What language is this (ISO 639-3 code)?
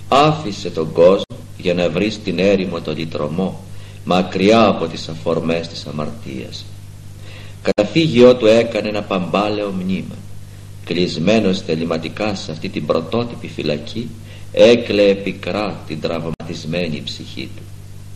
ell